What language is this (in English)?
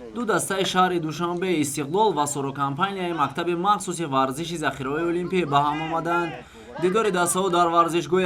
Tajik